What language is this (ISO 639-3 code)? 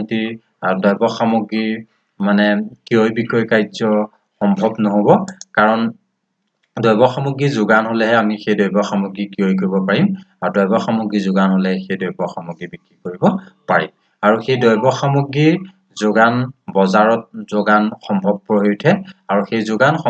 asm